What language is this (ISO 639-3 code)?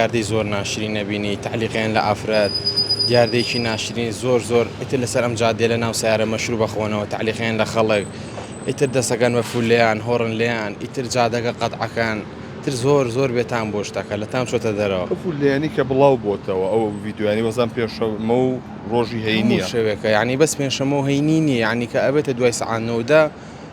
ckb